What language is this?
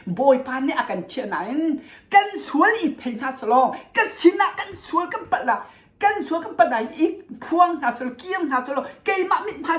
Hakha Chin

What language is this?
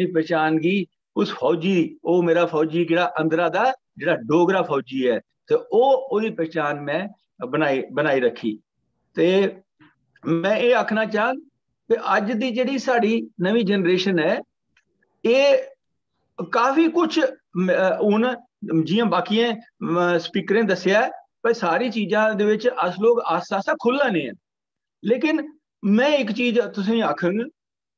Dogri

